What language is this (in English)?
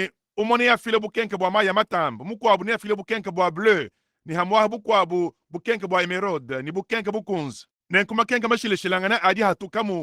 Luba-Lulua